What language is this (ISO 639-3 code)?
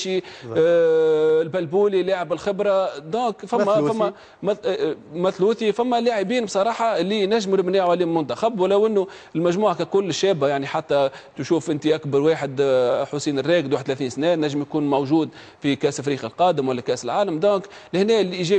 aeb